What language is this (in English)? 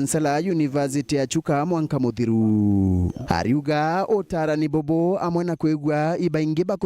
Meru